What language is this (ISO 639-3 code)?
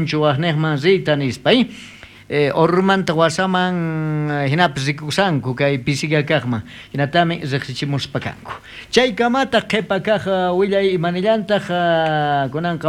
quh